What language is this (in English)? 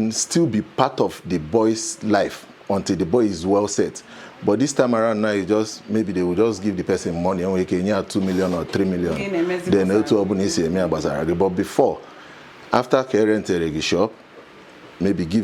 Igbo